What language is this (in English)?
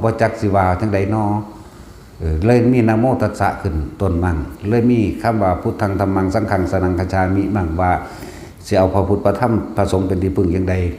Northeastern Thai